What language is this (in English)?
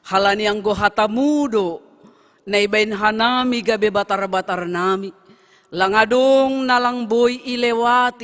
Batak Simalungun